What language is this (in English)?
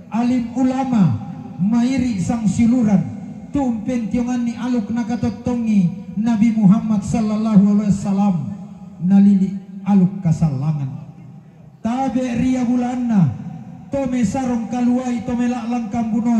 Toraja-Sa'dan